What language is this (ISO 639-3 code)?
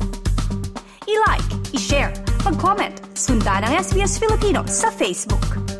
fil